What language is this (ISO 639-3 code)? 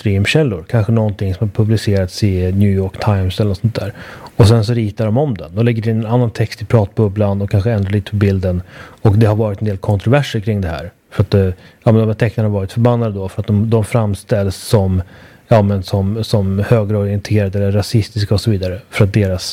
swe